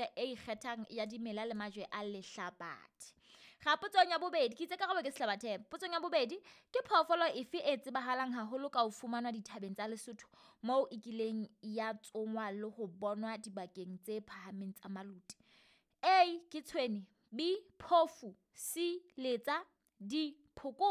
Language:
Southern Sotho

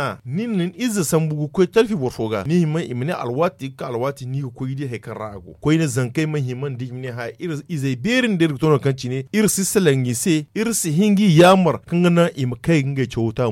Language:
Zarma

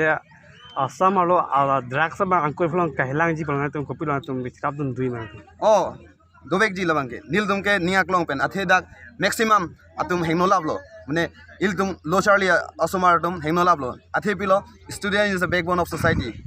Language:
Karbi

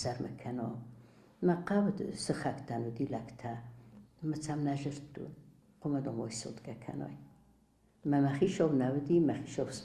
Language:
Ossetic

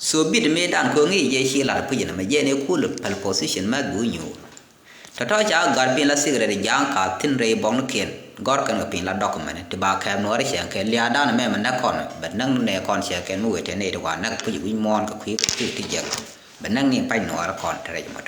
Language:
Nuer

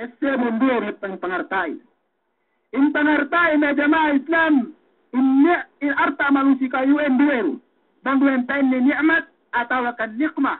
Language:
Yakan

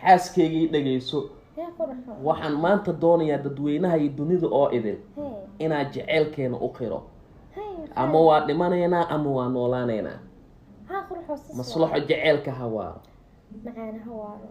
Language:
Somali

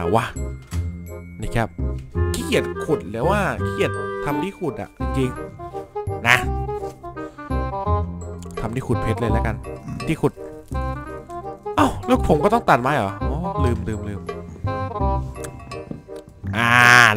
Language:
Thai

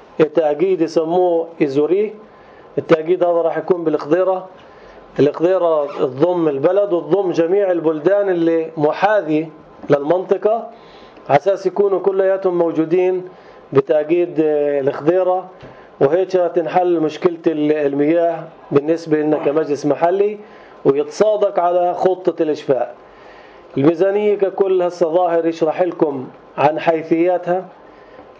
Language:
North Levantine Arabic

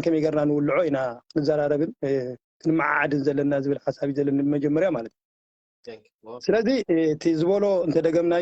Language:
Tigrinya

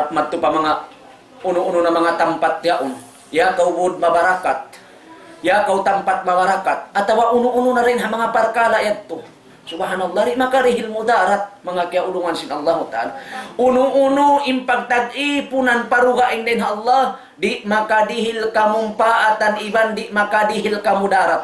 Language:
Tausug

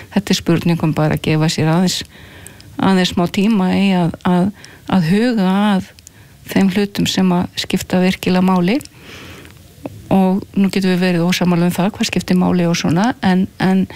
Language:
Icelandic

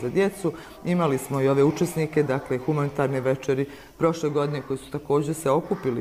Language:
Bosnian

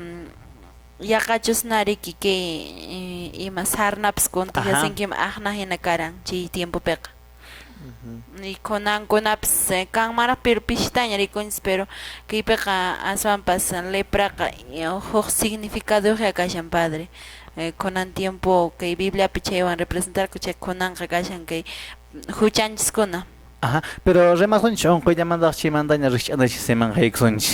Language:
Quechua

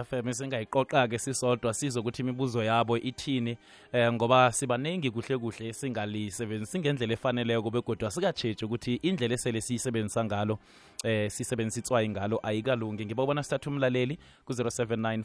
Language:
South Ndebele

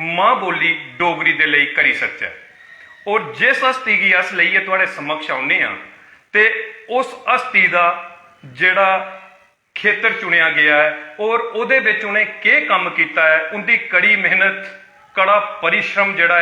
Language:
Dogri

